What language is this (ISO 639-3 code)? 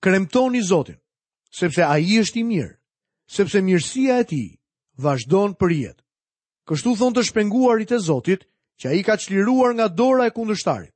sqi